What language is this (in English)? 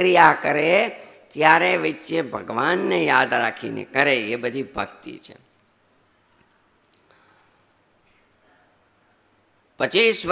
Gujarati